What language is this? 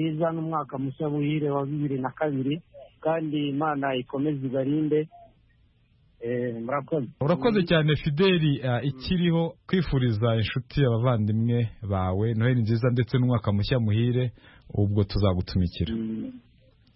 Kinyarwanda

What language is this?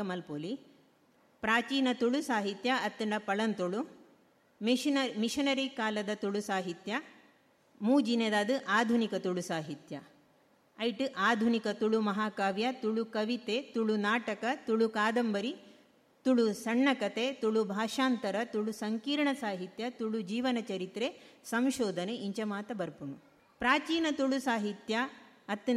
Tulu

